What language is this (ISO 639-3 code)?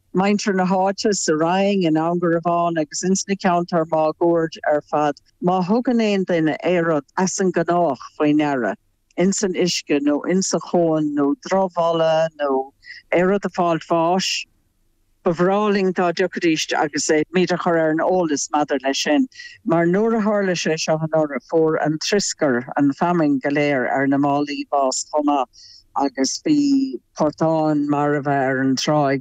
gle